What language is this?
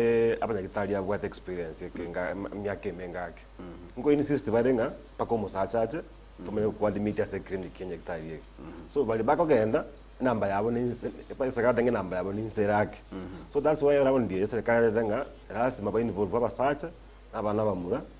Gusii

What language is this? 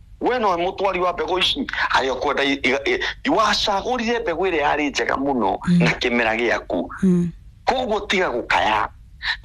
Kikuyu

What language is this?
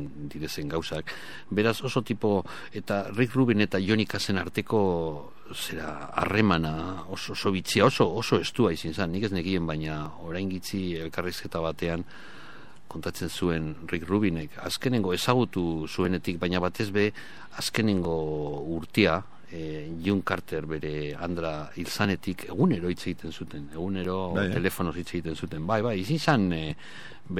Basque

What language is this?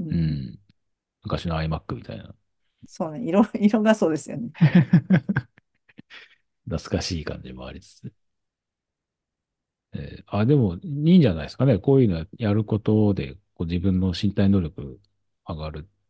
Japanese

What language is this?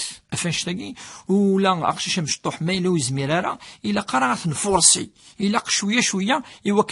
Kabyle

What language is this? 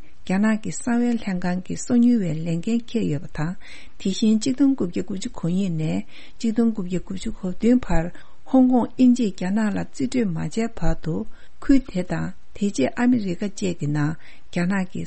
Tibetan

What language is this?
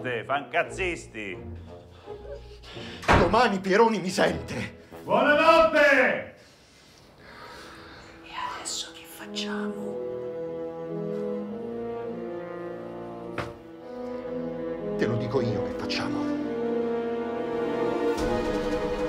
Italian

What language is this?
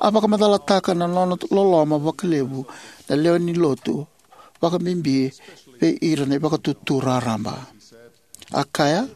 Fijian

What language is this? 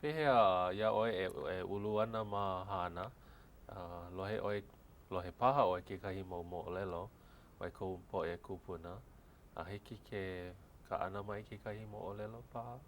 Hawaiian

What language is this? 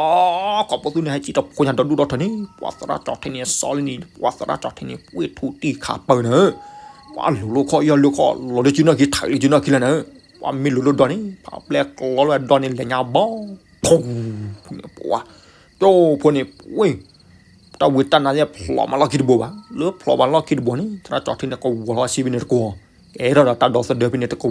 S'gaw Karen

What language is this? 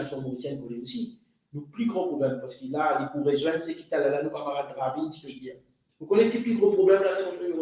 Morisyen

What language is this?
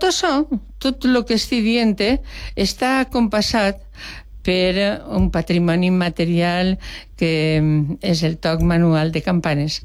Catalan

